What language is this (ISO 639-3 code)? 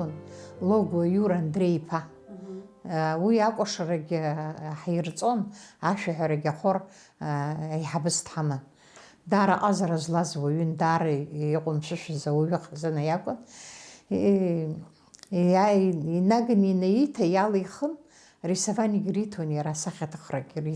abk